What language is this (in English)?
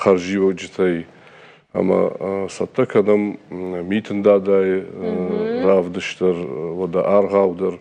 Ossetic